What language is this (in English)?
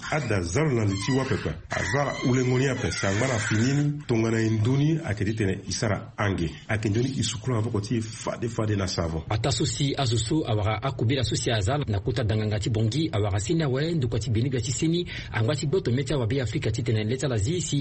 Sango